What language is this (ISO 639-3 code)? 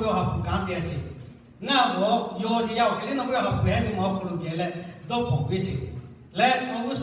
lhu